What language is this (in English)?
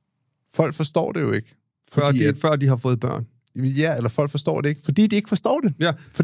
Danish